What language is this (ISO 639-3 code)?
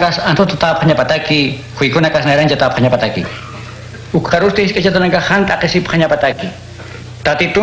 aym